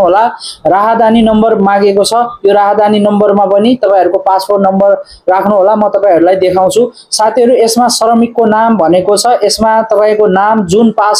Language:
Nepali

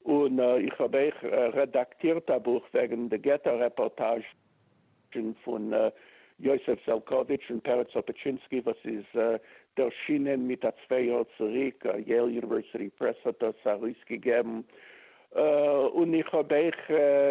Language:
Yiddish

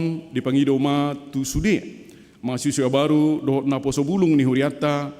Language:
Batak Toba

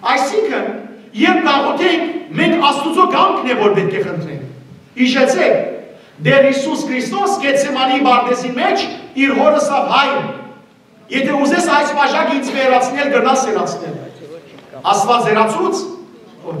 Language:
Western Armenian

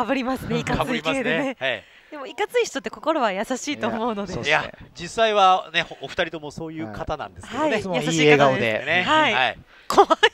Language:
Japanese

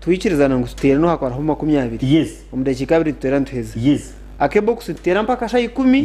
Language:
Nyankole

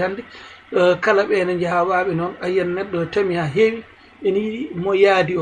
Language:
Fula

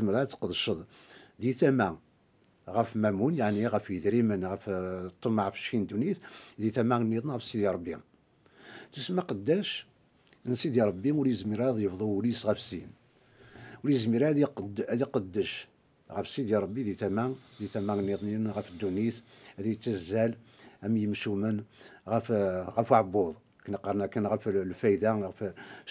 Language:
Kabyle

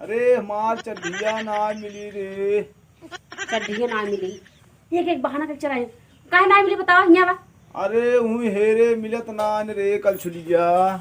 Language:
Awadhi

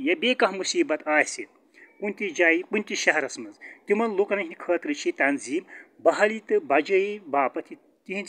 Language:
Kashmiri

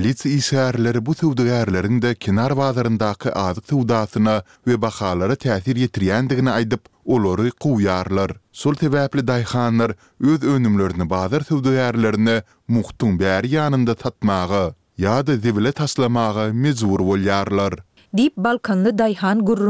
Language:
Turkmen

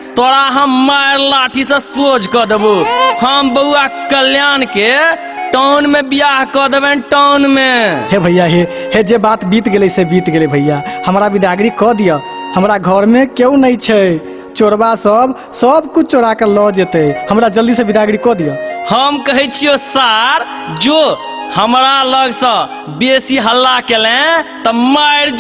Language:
Maithili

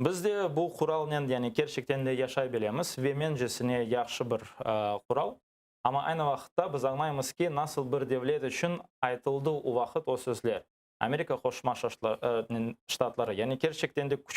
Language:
Crimean Tatar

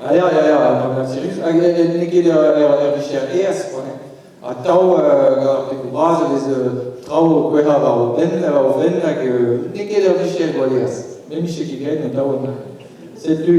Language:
Breton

